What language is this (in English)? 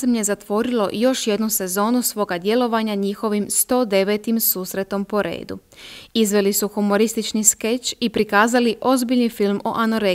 Croatian